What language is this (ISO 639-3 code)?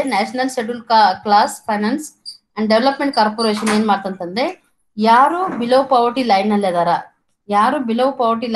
kan